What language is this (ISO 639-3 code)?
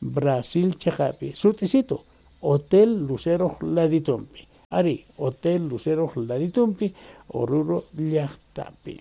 que